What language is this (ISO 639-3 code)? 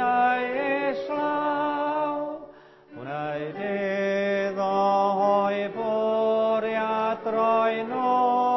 cym